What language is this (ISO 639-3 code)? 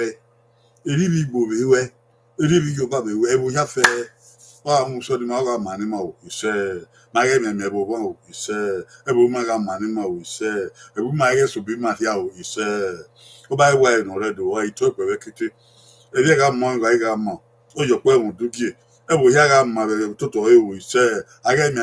bin